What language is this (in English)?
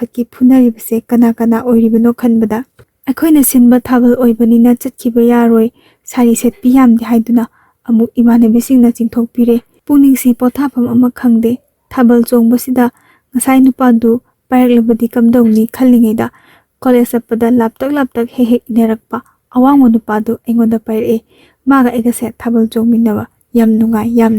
Manipuri